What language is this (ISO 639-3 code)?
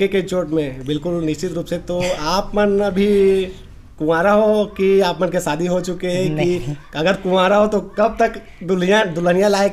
hne